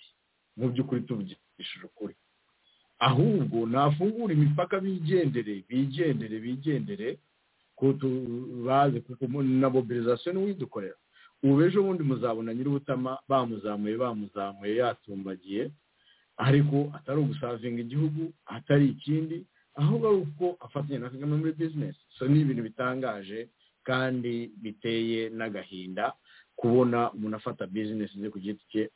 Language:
Kinyarwanda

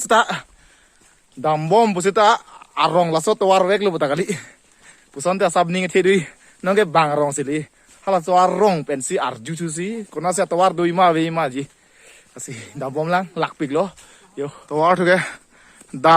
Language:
Karbi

